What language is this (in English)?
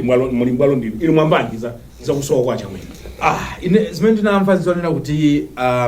Nyanja